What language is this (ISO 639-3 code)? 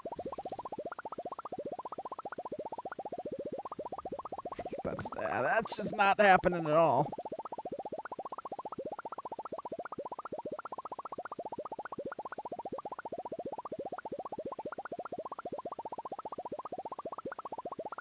eng